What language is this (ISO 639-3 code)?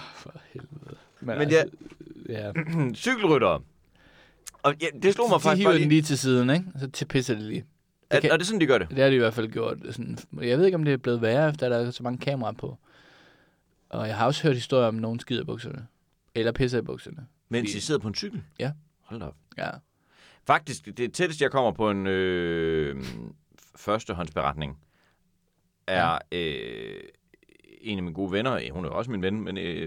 dan